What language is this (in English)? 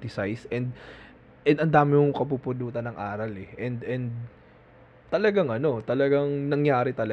Filipino